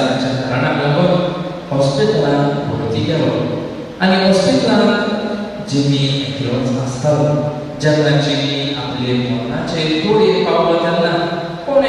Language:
Konkani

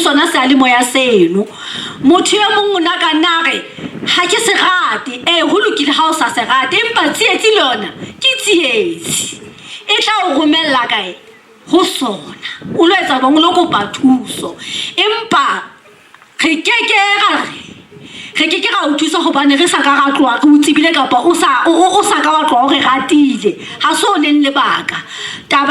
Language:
Southern Sotho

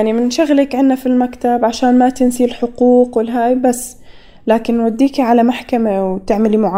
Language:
North Levantine Arabic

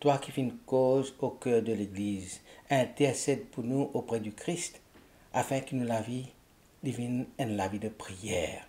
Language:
Morisyen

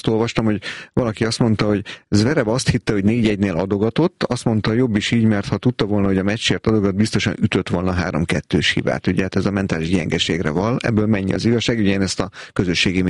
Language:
Hungarian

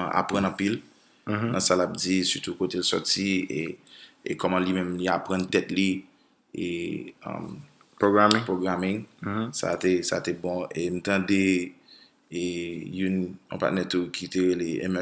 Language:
Haitian Creole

